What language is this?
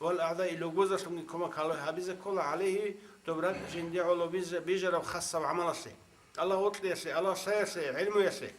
Avaric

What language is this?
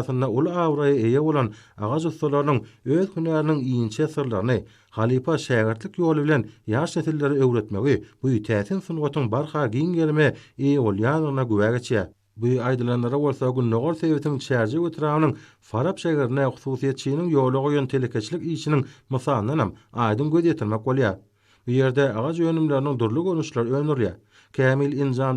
Turkmen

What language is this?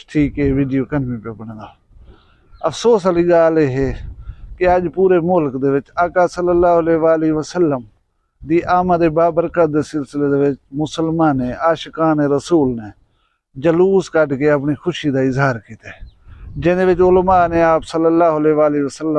Saraiki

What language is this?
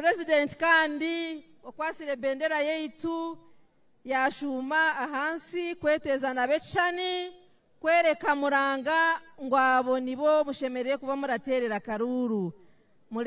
Nyankole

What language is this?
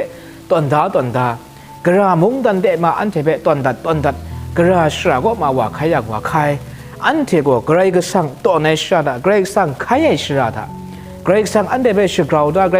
Kachin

